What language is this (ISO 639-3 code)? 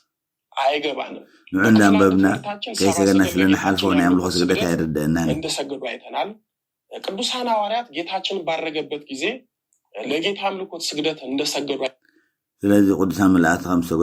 tir